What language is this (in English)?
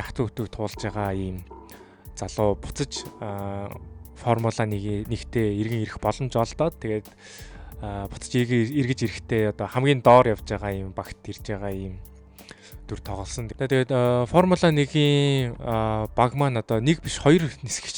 Mongolian